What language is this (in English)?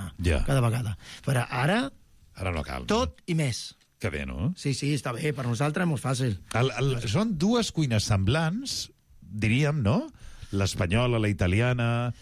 Catalan